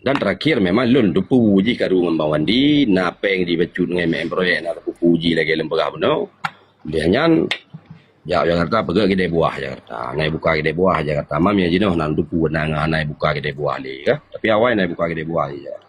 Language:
Achinese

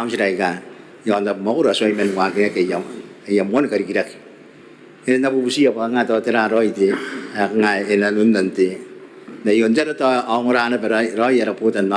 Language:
Gilbertese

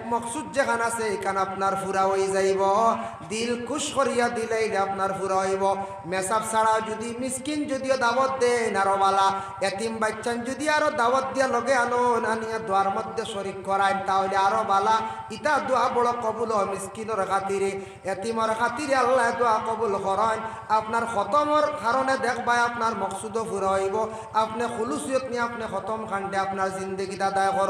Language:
Sylheti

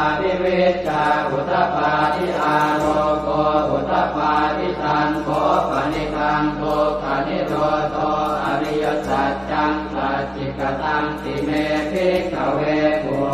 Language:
Pali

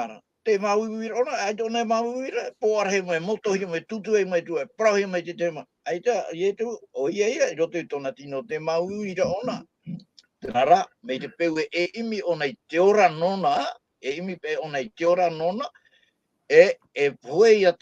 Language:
Tahitian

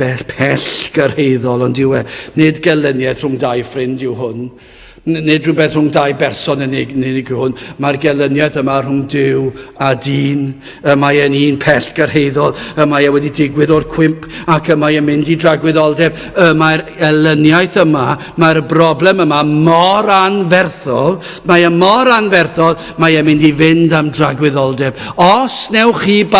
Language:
Welsh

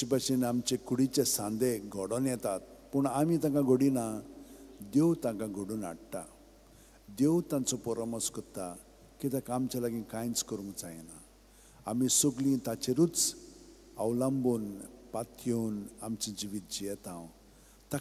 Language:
Konkani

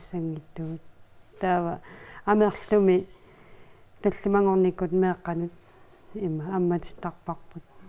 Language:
Kalaallisut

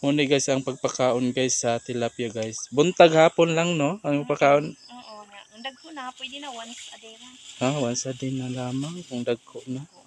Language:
Cebuano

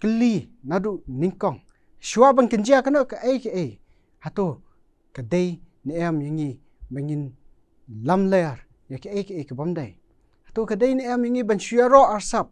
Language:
Khasi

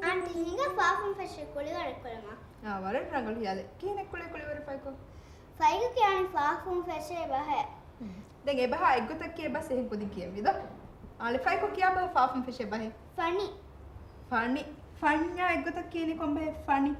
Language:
Divehi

